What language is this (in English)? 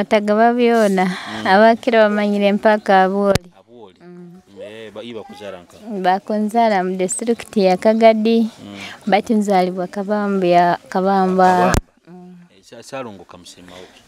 Nyoro